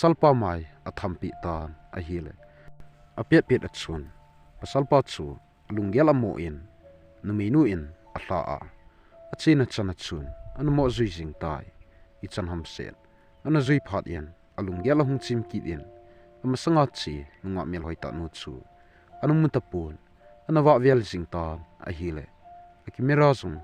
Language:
Thado Chin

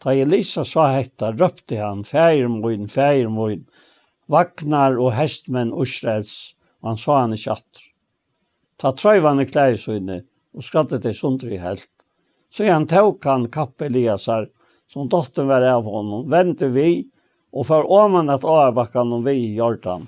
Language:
Faroese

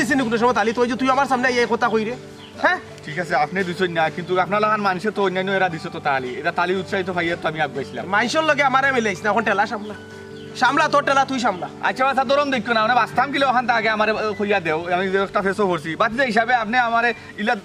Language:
Sylheti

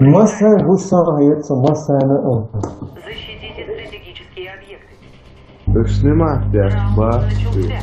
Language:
Chechen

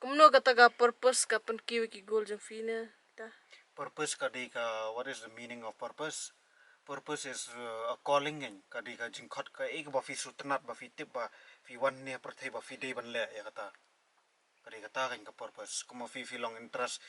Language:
Khasi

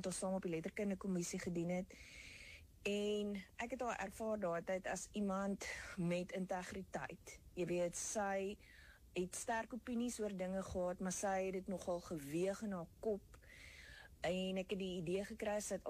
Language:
Afrikaans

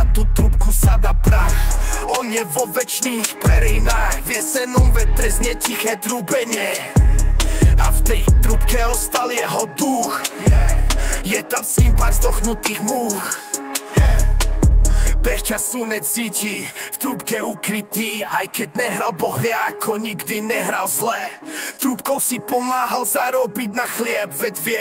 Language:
Slovak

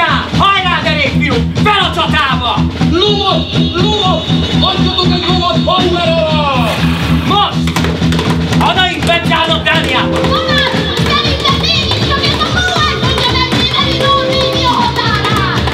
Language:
Hungarian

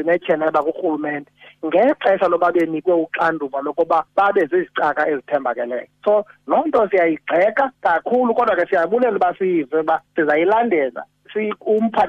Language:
Xhosa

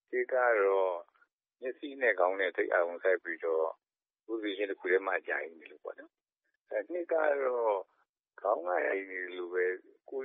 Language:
Burmese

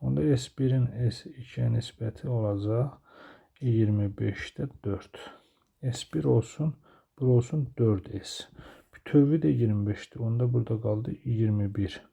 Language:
Azerbaijani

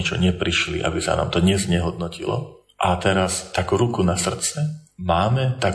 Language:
Slovak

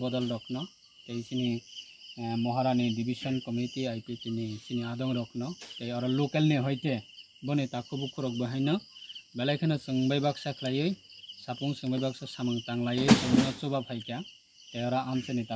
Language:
Kok Borok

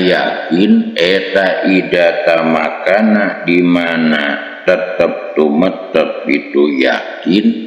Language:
Sundanese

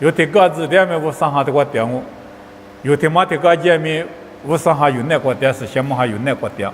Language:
Lisu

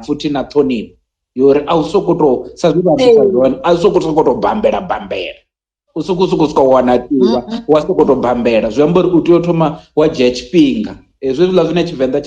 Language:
Venda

